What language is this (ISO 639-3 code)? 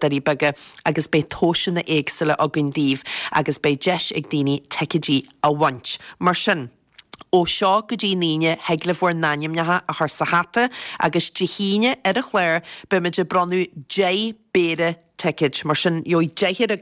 gle